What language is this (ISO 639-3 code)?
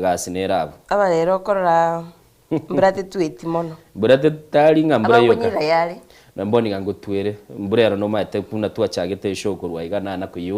guz